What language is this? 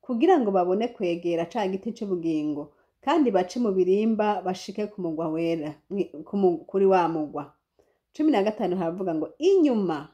Rundi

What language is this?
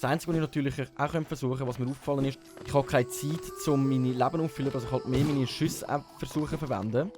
Swiss German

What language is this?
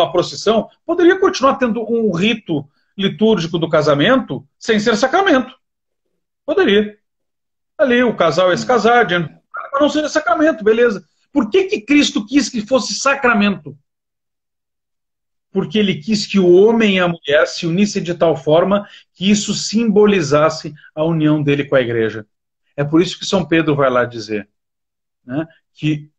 Portuguese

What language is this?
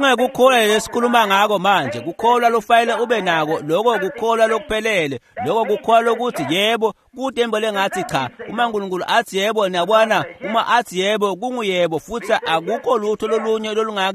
Swati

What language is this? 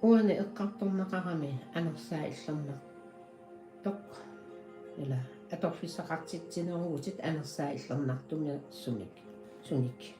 Kalaallisut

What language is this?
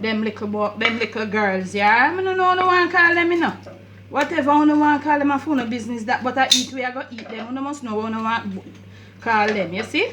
Jamaican Creole English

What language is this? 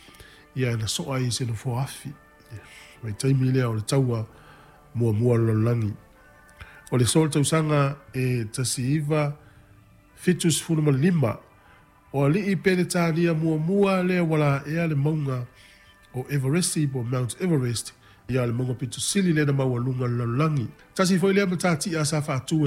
Samoan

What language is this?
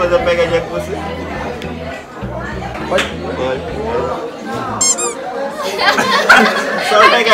Portuguese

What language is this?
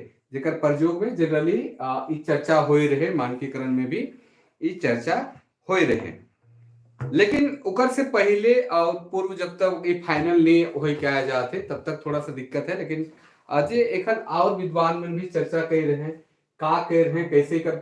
Sadri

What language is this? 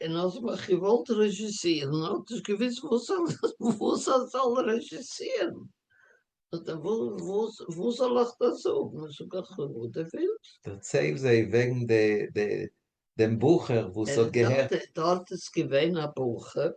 Yiddish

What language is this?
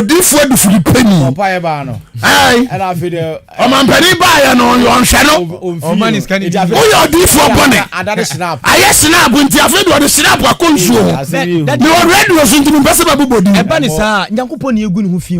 Akan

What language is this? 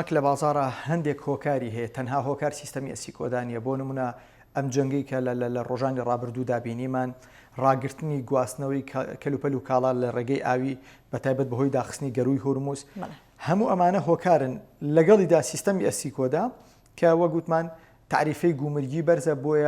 Central Kurdish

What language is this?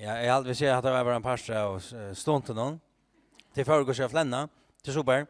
Faroese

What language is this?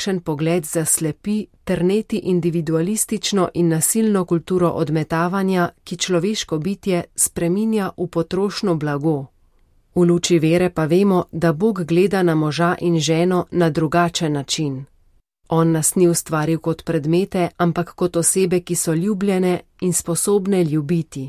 Slovenian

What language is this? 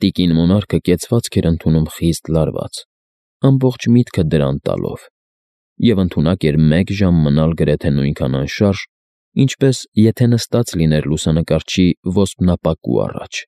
Armenian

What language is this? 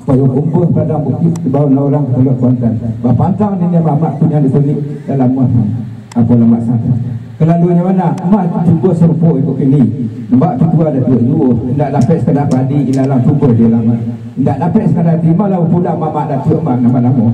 Minangkabau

